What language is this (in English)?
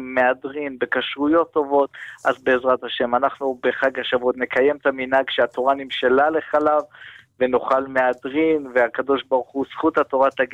Hebrew